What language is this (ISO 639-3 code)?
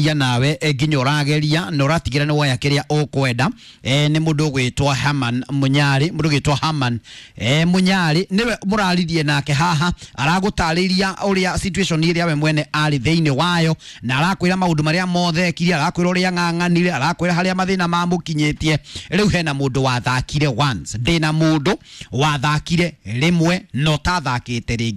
kik